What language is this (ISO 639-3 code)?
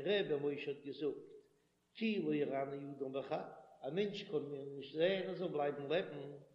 yid